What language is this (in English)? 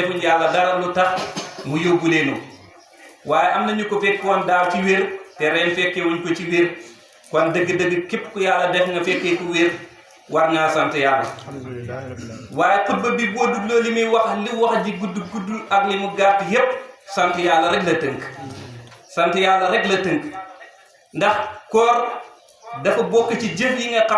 Wolof